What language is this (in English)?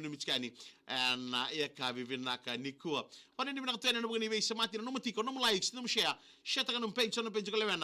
Fijian